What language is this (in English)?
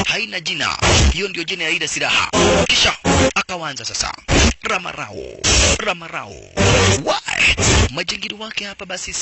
Swahili